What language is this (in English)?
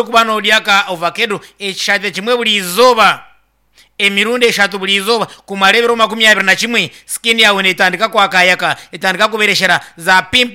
Nyankole